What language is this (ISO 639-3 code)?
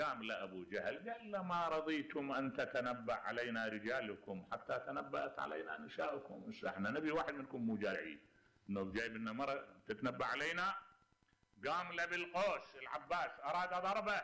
acm